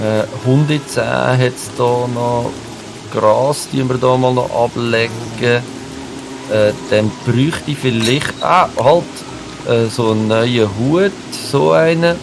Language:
Swiss German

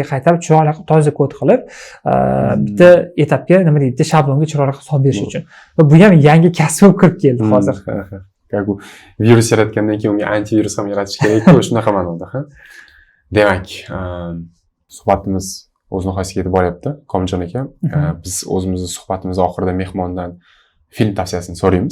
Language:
Uzbek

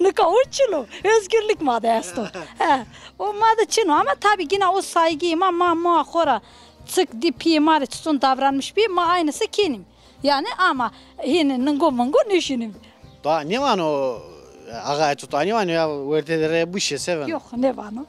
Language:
Zaza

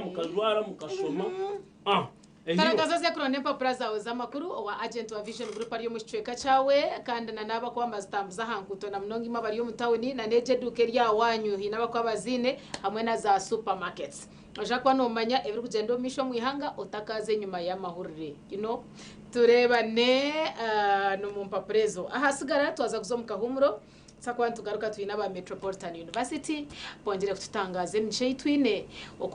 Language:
Nyankole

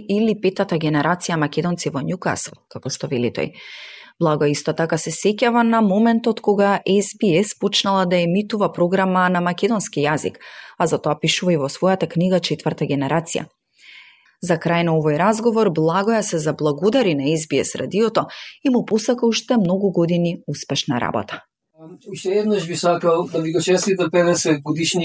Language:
Macedonian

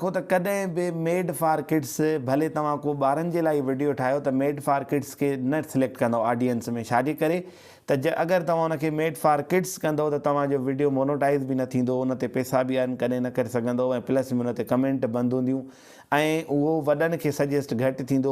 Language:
Sindhi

